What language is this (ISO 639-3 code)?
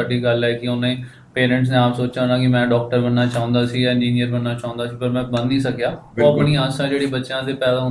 pan